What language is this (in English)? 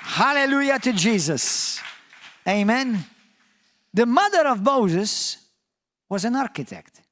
English